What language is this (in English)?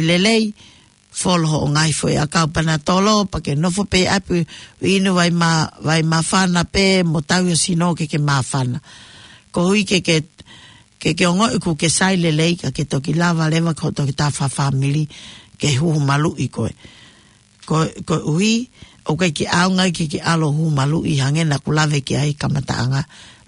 Tongan